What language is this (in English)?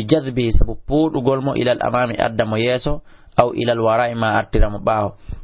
Fula